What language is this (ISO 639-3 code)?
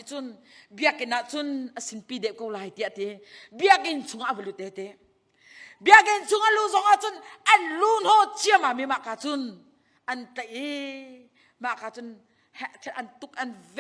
cnh